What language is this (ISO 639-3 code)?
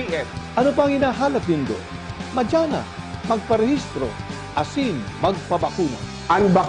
bik